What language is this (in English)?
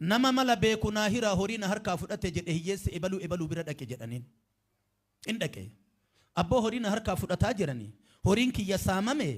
Oromo